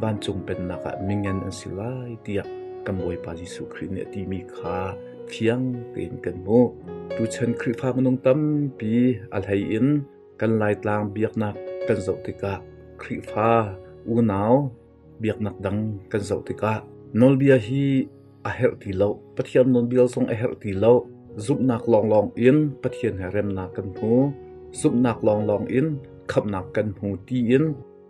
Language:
Hakha Chin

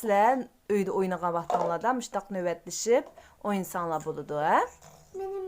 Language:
Uyghur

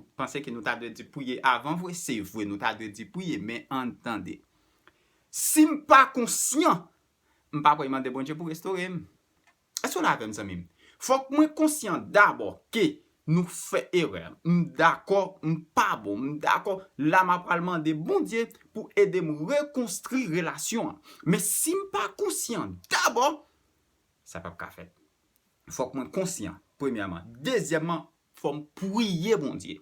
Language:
Haitian Creole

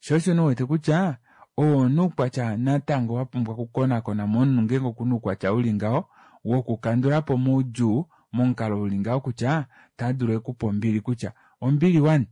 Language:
Kuanyama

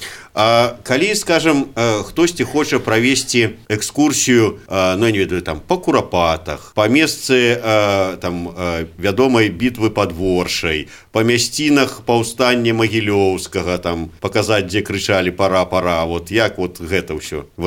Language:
Belarusian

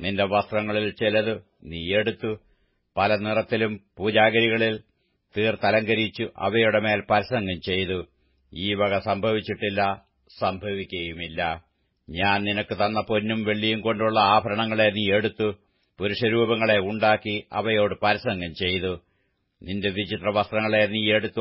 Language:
Malayalam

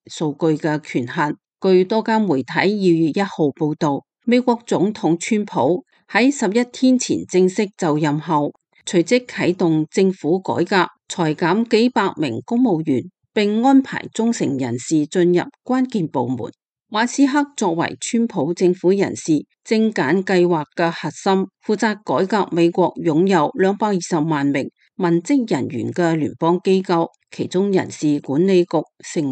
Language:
Cantonese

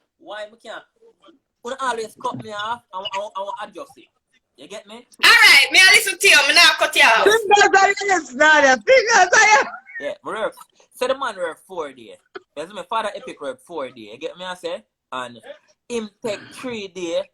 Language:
Jamaican Creole English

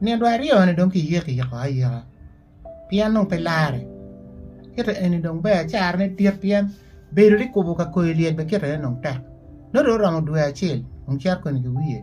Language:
Acoli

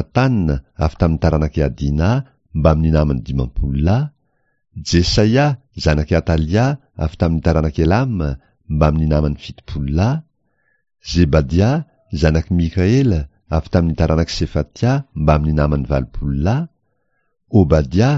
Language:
Malagasy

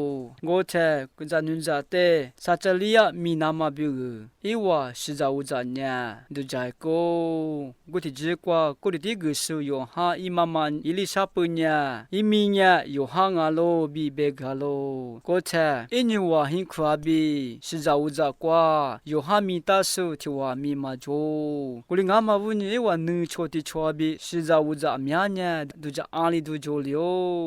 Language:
Lisu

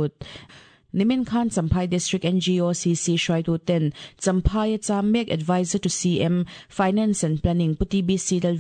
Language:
Mizo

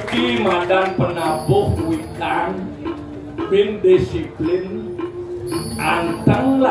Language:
Balinese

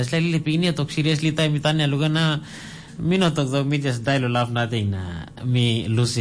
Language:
Tok Pisin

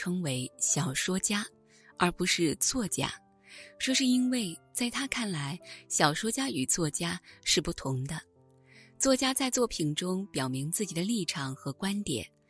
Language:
Chinese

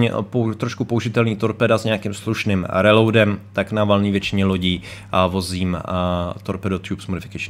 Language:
Czech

